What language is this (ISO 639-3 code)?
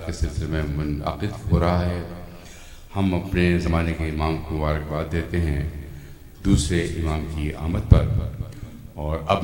urd